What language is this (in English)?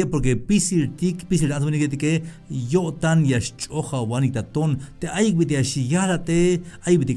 Tzeltal